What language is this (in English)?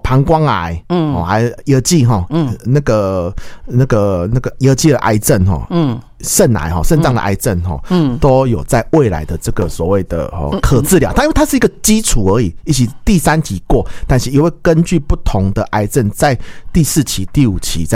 Chinese